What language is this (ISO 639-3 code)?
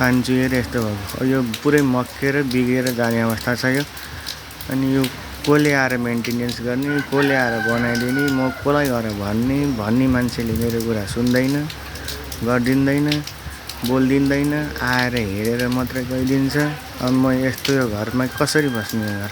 nep